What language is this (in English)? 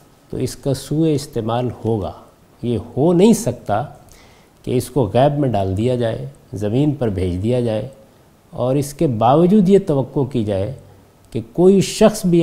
Urdu